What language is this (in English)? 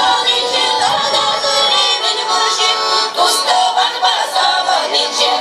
Chuvash